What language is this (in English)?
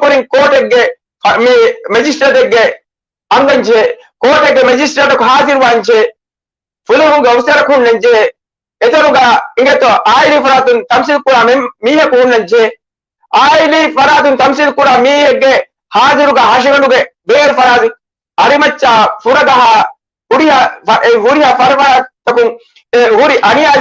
Divehi